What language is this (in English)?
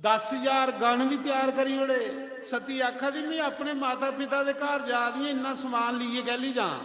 Dogri